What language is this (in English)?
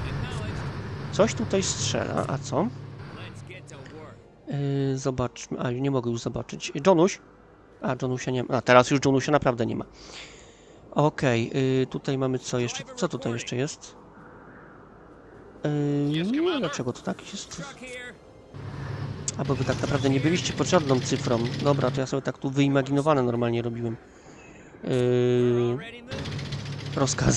Polish